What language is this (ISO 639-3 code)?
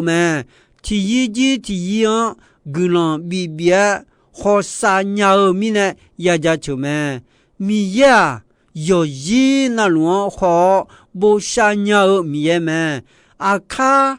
ahk